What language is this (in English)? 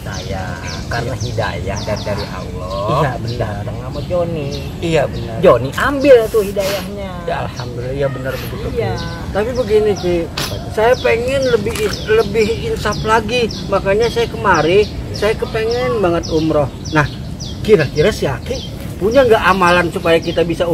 Betawi